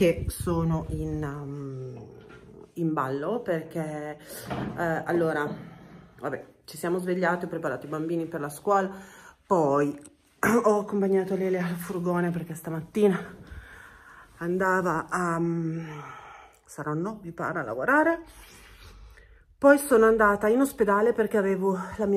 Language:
Italian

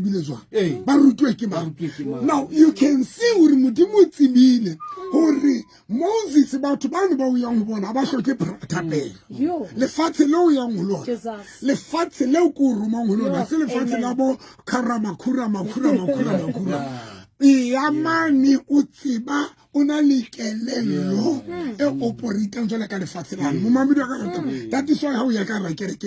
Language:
Southern Sotho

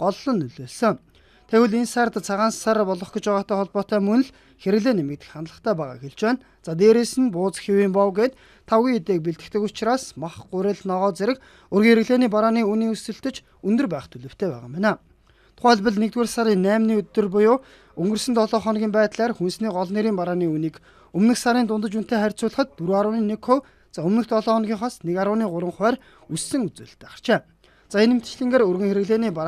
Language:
Mongolian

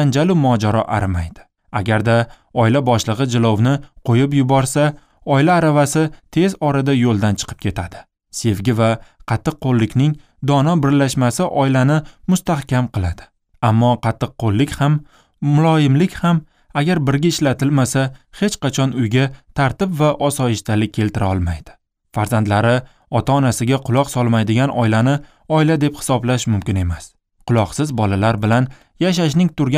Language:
Uzbek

